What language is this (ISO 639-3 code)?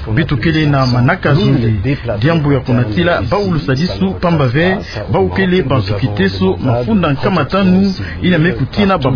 ktu